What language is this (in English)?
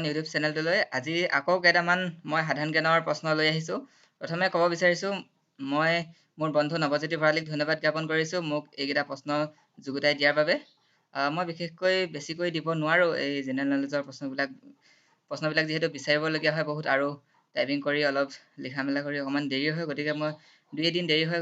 Assamese